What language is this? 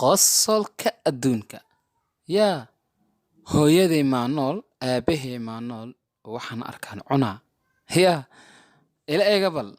Somali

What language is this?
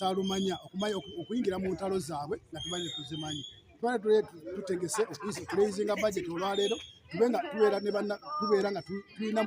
Ganda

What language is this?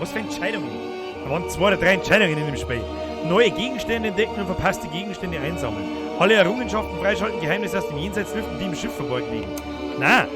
Bavarian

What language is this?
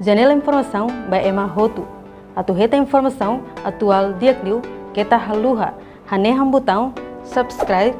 Tetum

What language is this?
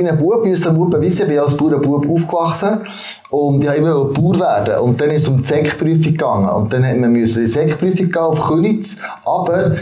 Swiss German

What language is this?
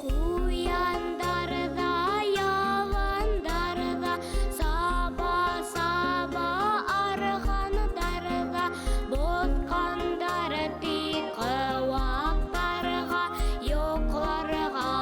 Bashkir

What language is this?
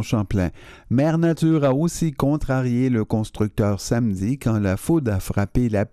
French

